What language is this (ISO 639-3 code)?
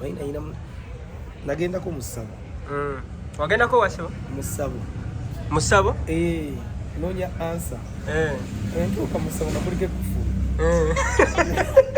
lug